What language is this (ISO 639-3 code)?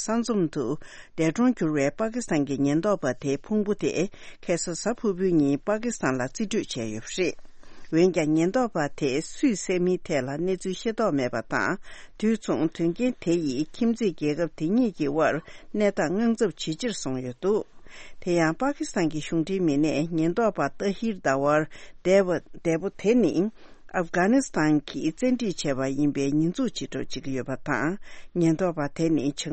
bod